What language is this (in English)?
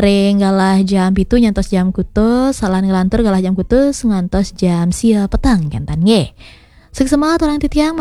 Balinese